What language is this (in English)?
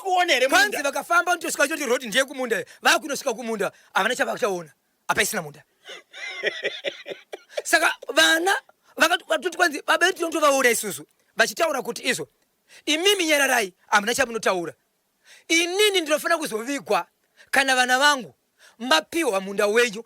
Shona